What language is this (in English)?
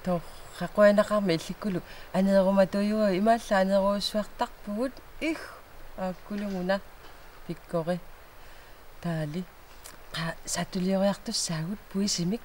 Kalaallisut